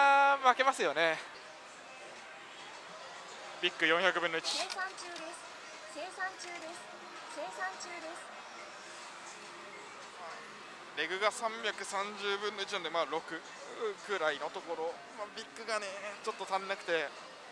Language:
Japanese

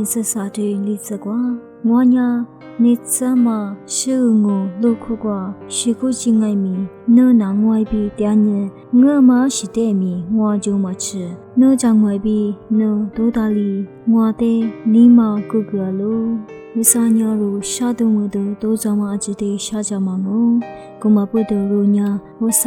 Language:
Lisu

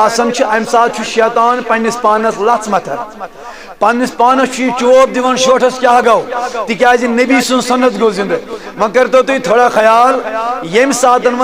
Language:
Kashmiri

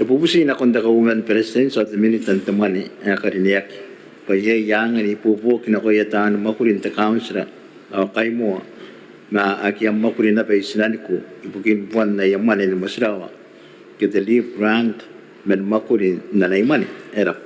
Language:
Gilbertese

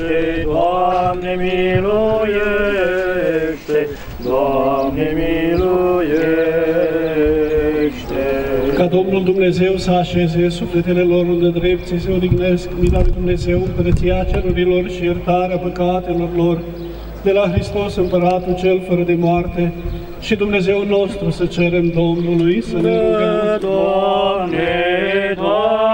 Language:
Romanian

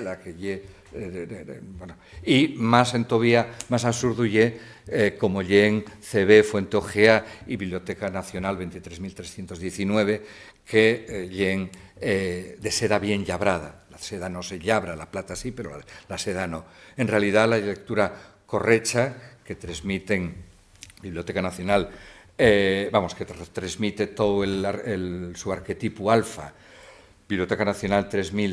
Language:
Asturian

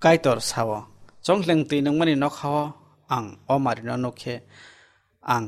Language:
Kok Borok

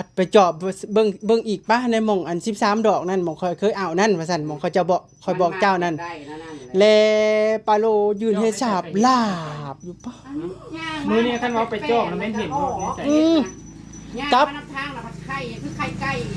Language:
Northeastern Thai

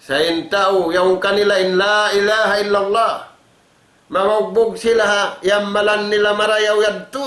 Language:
Tausug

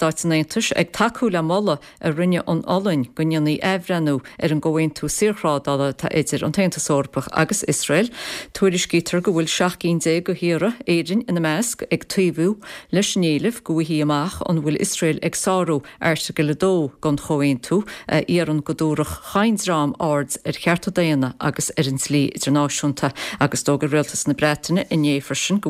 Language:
Irish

